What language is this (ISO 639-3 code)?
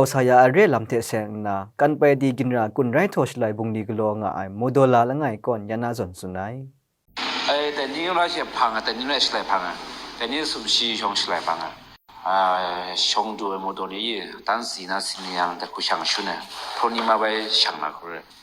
kac